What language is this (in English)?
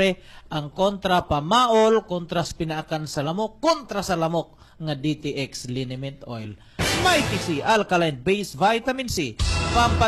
Cebuano